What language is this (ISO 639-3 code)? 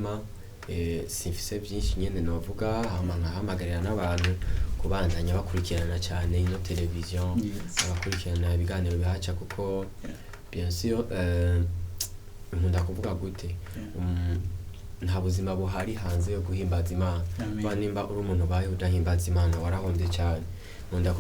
run